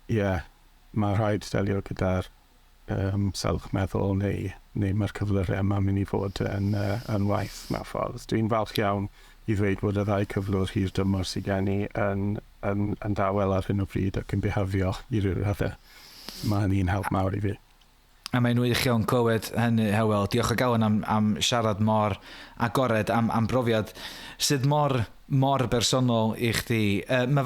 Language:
Welsh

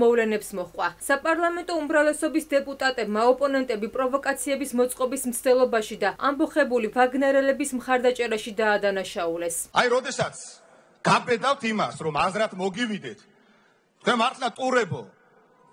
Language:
Georgian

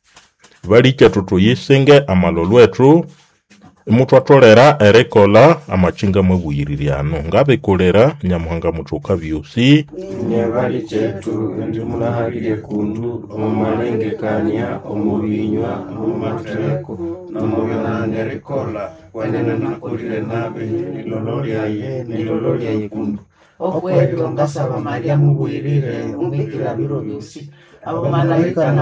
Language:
Nande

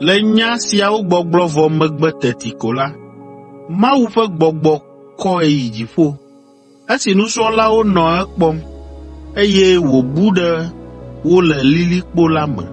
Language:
Ewe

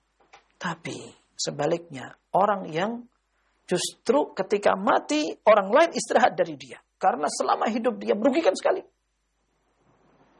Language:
Indonesian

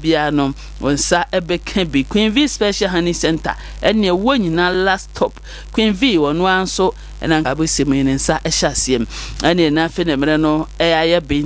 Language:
Akan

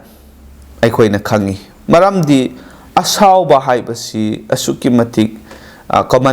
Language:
Manipuri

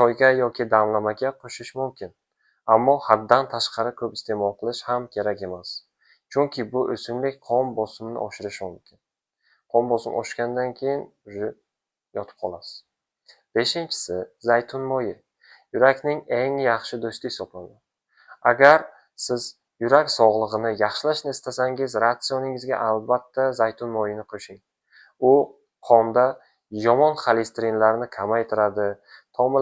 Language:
Uzbek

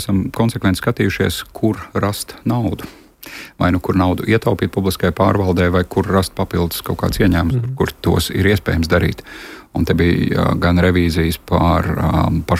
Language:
Latvian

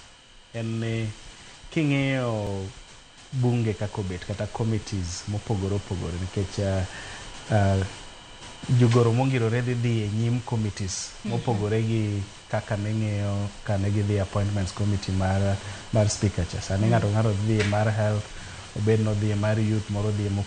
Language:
Luo (Kenya and Tanzania)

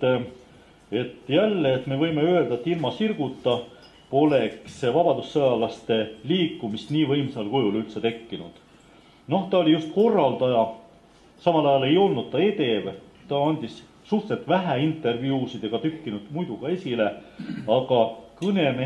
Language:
Estonian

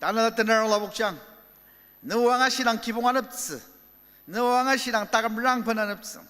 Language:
Ao Naga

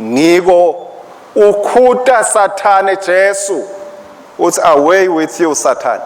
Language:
Swati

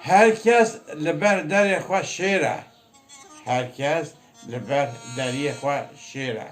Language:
Kurdish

